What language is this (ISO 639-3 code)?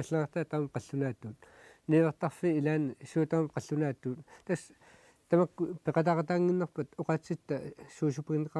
kal